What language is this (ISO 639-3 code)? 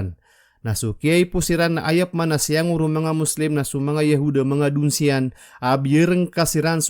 mrw